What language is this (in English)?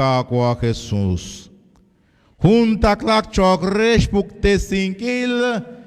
Kekchí